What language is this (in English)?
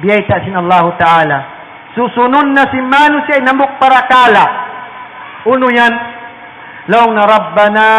Tausug